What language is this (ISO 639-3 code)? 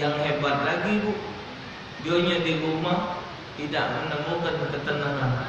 mui